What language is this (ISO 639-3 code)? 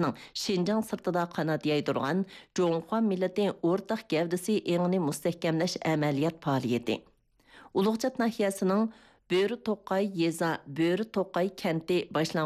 uig